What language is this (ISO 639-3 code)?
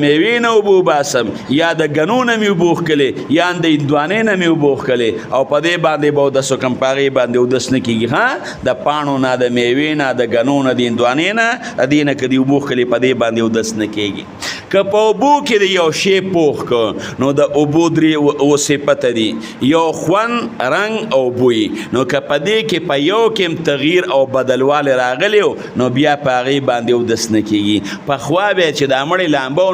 pus